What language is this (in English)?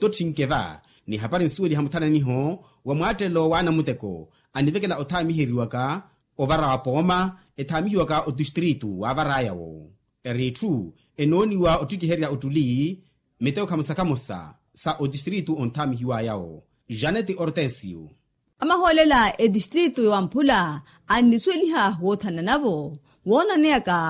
Makhuwa